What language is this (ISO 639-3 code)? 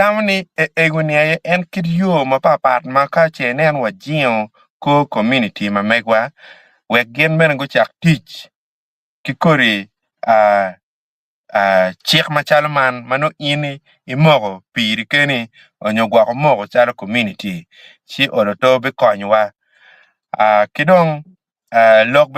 ach